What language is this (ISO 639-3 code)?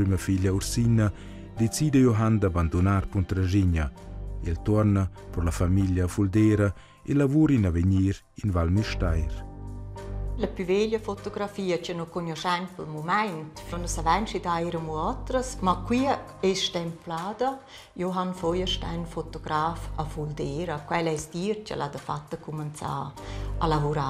roh